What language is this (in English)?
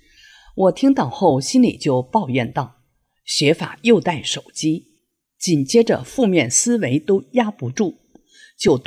Chinese